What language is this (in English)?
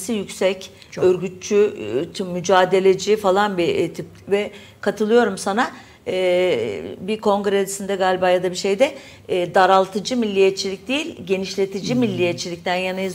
Turkish